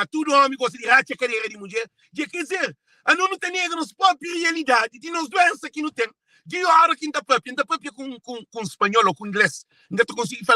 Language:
Kabuverdianu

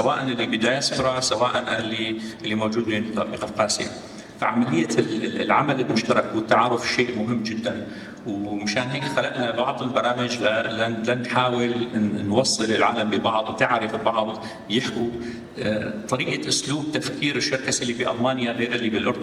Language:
North Levantine Arabic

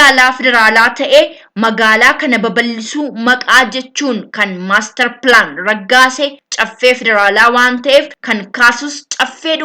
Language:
Oromo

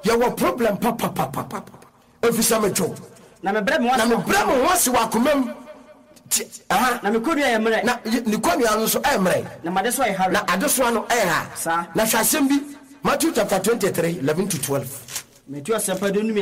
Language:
Akan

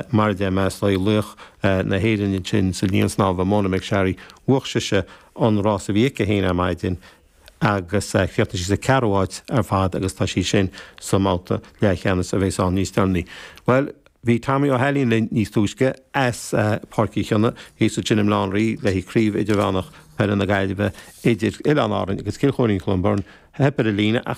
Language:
Irish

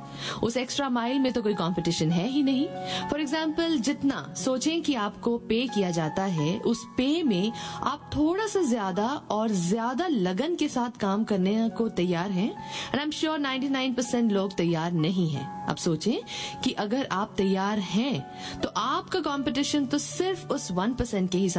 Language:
Hindi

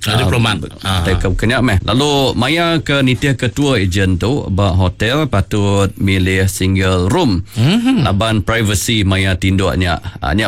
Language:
Iban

